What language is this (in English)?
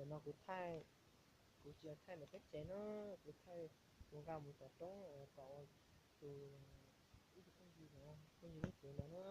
Hmong